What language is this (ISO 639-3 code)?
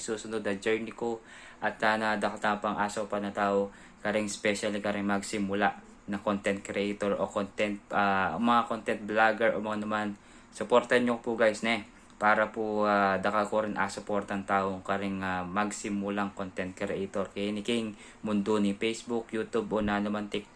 pam